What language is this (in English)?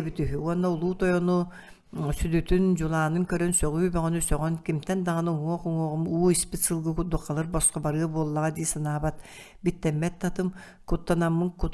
Yakut